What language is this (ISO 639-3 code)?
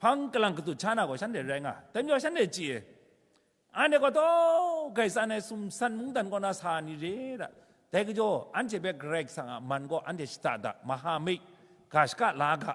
kac